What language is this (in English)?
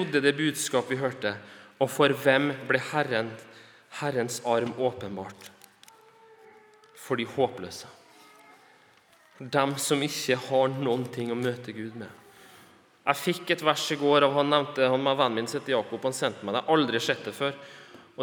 Norwegian